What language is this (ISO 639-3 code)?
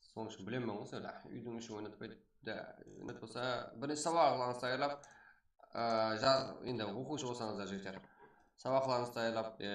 kaa